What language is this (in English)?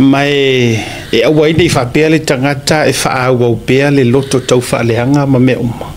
Samoan